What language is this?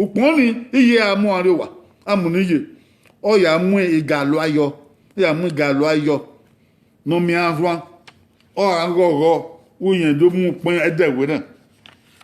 Bini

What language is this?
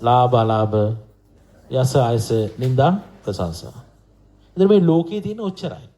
Sinhala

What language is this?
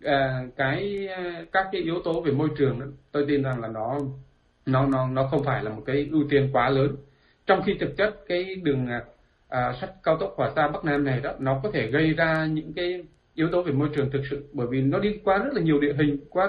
Vietnamese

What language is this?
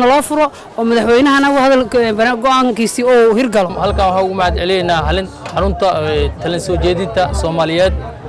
Somali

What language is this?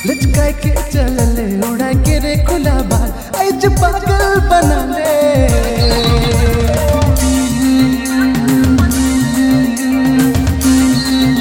Bhojpuri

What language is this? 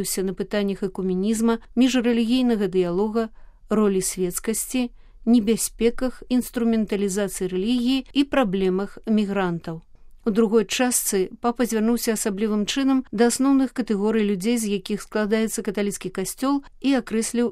Belarusian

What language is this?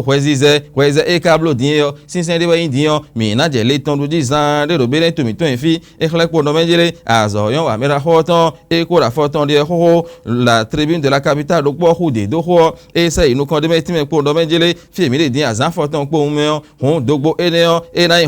Fon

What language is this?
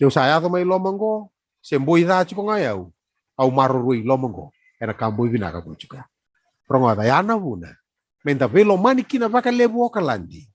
Fijian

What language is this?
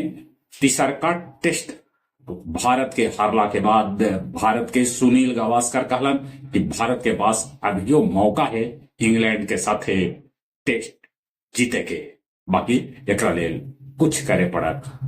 Magahi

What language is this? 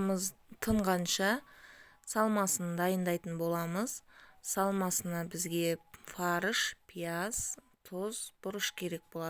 Kazakh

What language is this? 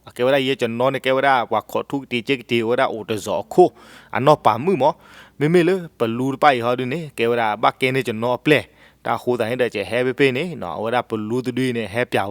S'gaw Karen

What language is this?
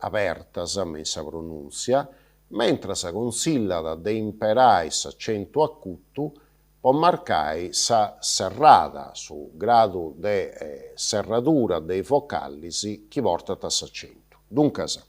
Sardinian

